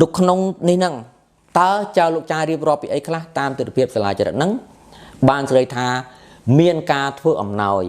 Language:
Khmer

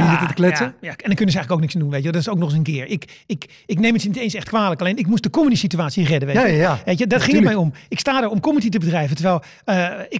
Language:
Dutch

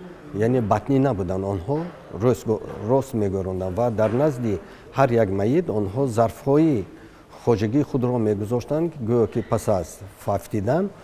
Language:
Tajik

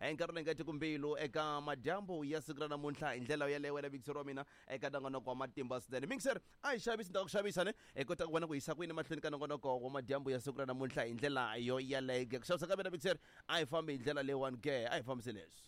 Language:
Tsonga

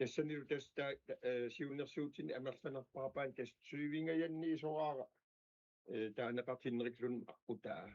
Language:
Kalaallisut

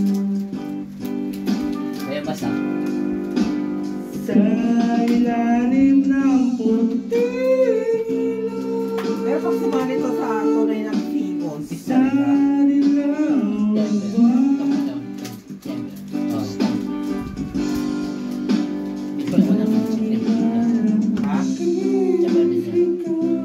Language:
Filipino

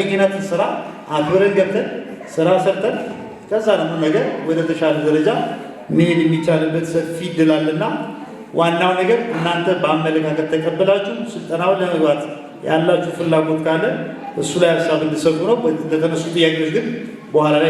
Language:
Amharic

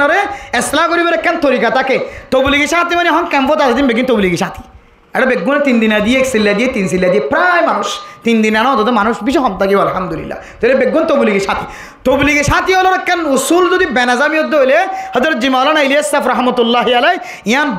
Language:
Rohingya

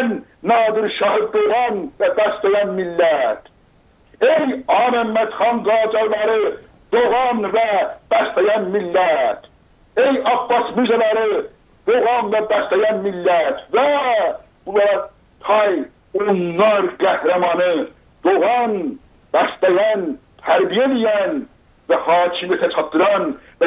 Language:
South Azerbaijani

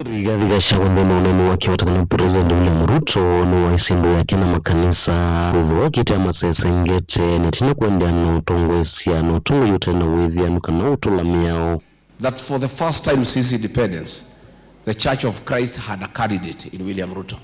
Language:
Kamba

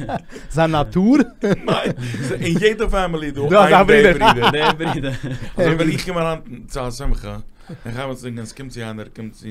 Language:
Yiddish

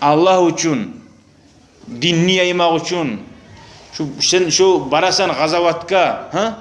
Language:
Kumyk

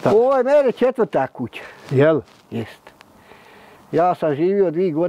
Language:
Bosnian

